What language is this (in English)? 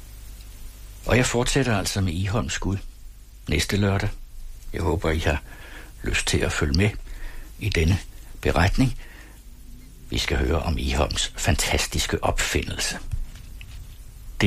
Danish